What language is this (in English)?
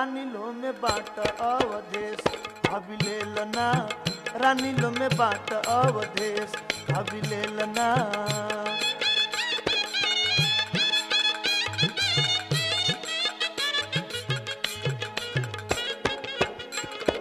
Bhojpuri